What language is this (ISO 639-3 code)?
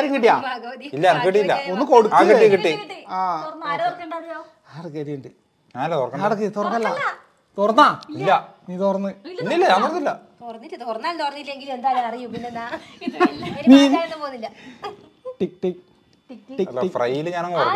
mal